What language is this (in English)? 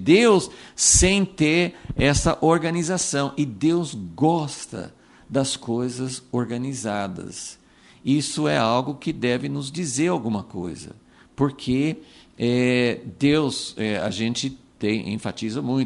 Portuguese